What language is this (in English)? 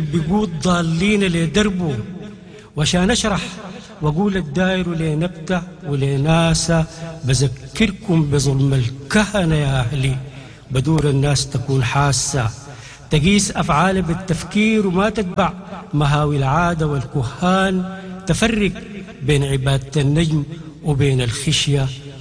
Sudanese Arabic